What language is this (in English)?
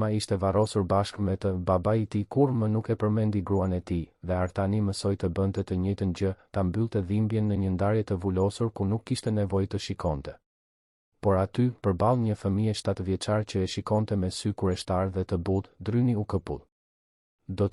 Albanian